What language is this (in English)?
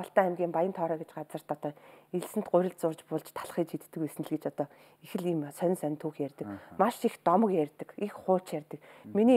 Mongolian